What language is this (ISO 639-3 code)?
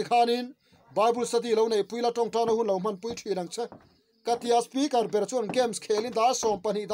lus